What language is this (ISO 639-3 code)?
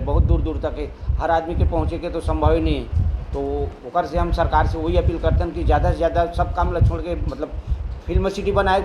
hne